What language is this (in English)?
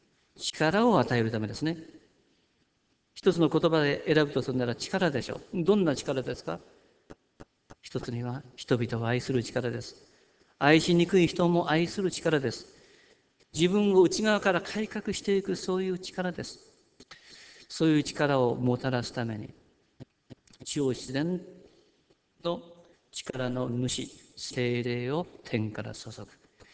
Japanese